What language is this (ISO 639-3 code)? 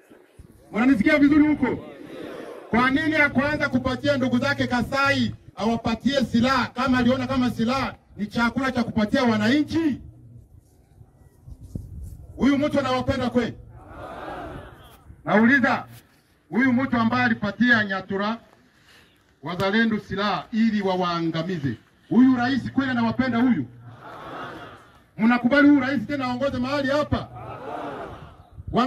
swa